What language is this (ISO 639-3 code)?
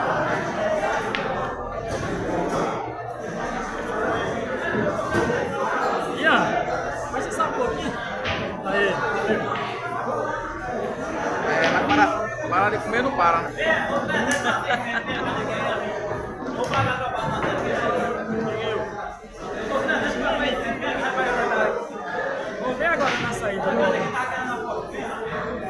por